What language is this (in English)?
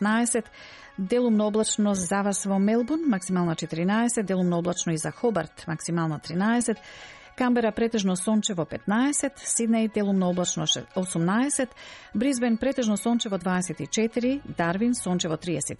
Macedonian